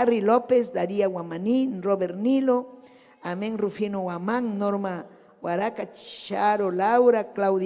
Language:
Ayacucho Quechua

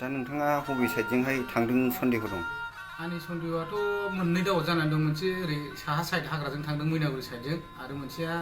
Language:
Bodo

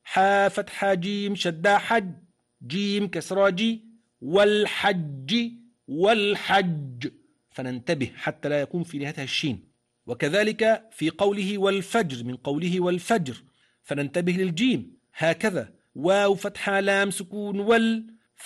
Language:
Arabic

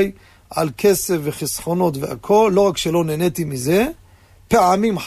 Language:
Hebrew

